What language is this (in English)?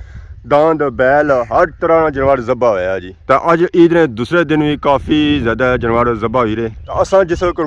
Pahari-Potwari